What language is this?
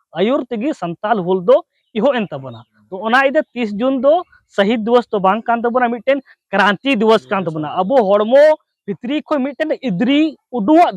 Santali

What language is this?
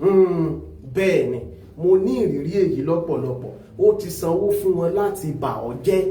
Yoruba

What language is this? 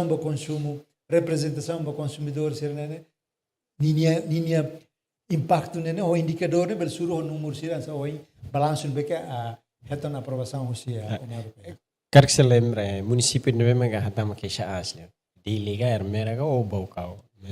Tetum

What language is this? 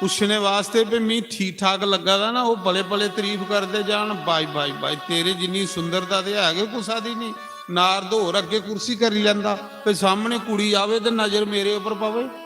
Dogri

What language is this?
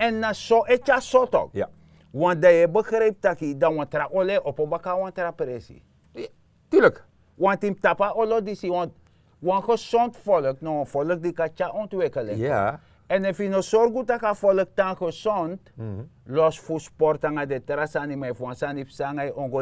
Sranan Tongo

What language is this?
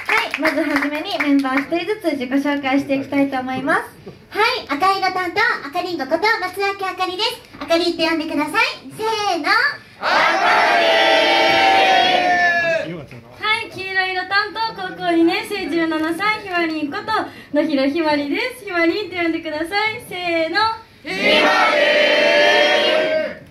Japanese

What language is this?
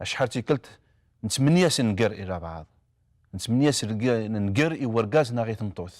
Kabyle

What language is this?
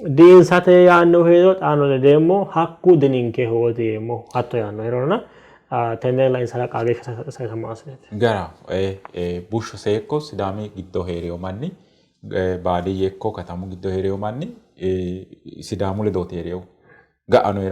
Sidamo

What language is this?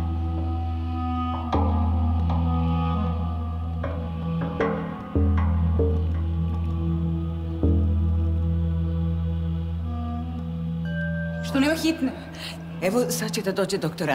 Serbian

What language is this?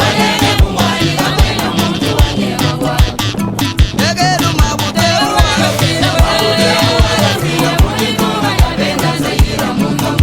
Luba-Lulua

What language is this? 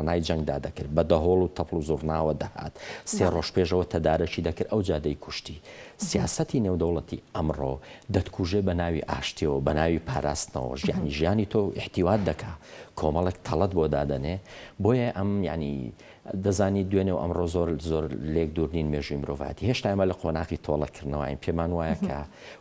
Central Kurdish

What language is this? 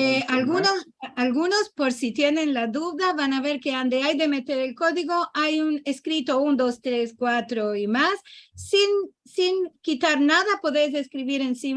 Ladino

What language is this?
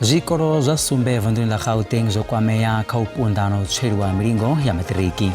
Venda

